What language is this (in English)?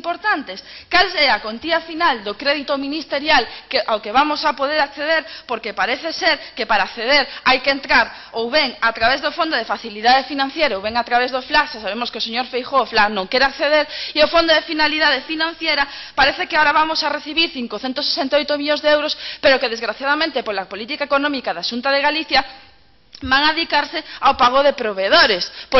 Galician